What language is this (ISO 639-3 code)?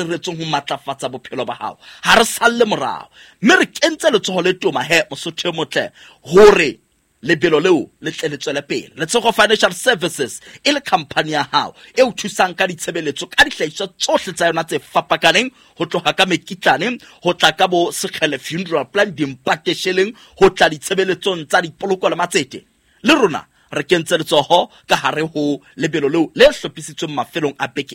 sot